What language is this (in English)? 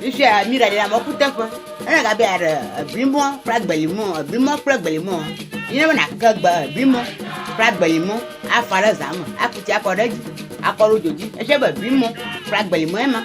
Ewe